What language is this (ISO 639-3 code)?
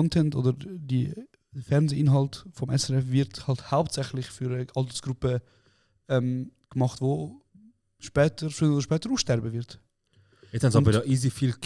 gsw